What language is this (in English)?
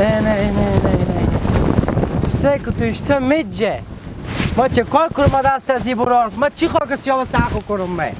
Hazaragi